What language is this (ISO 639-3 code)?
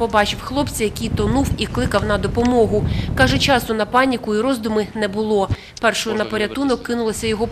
ukr